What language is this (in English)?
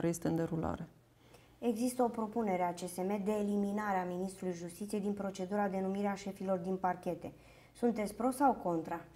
Romanian